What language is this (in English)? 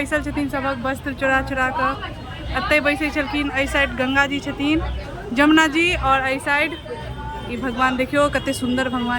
Maithili